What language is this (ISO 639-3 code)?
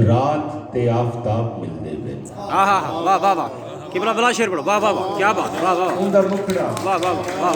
skr